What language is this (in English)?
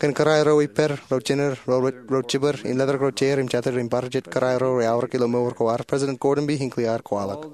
Marshallese